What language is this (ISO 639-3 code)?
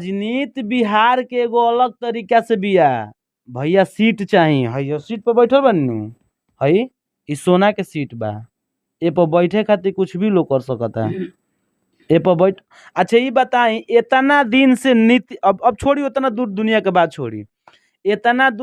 bho